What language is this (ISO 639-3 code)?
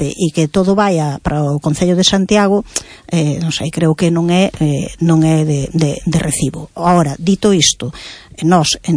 glg